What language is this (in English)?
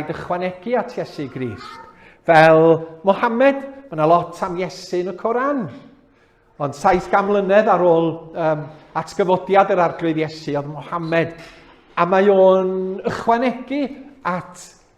Welsh